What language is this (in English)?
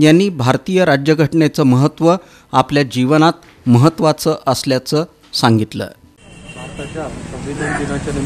Marathi